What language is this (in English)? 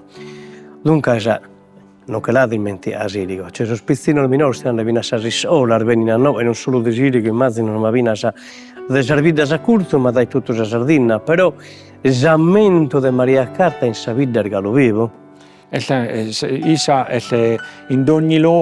Sardinian